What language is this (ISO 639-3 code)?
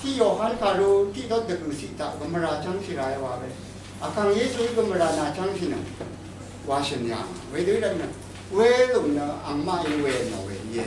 raw